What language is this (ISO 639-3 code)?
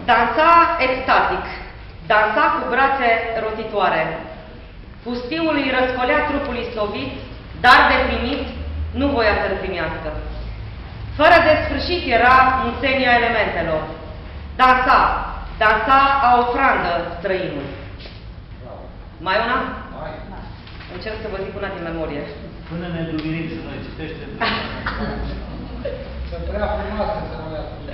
ron